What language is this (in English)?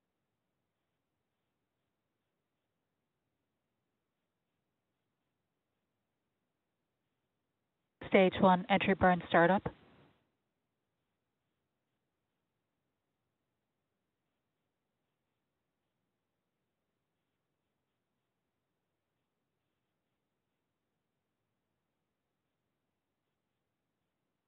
English